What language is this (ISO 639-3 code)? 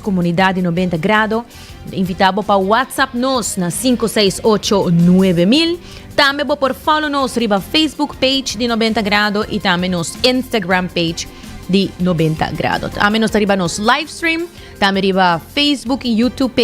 pap